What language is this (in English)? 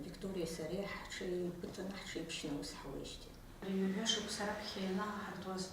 Abkhazian